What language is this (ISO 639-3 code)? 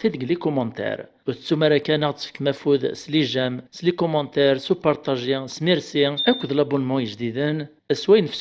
kab